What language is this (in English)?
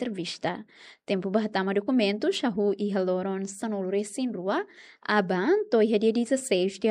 Tetum